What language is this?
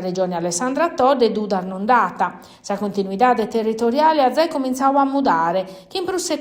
Sardinian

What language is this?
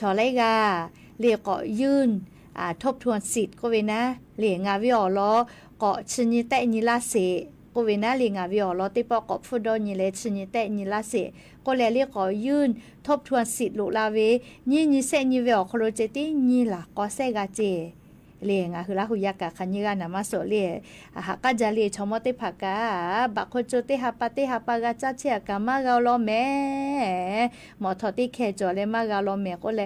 Lahu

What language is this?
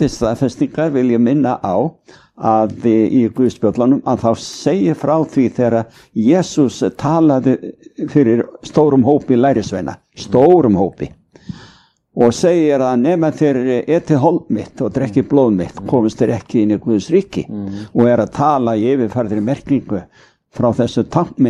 Icelandic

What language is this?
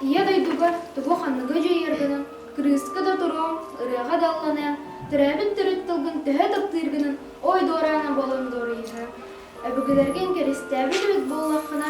Yakut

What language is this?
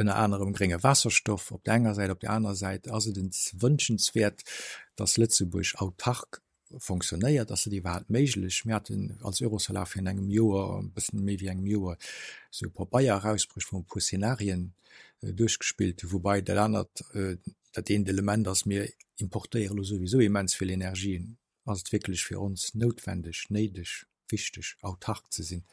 Luxembourgish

